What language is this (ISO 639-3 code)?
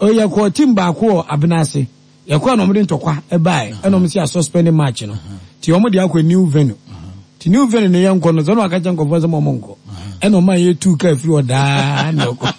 aka